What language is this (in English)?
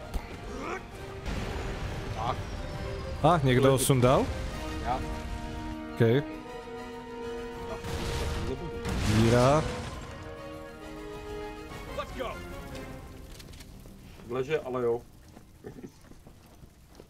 Czech